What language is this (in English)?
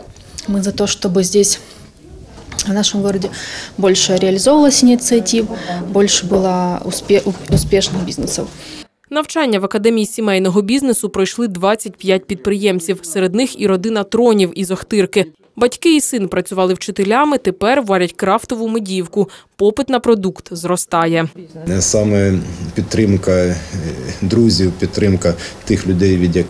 Ukrainian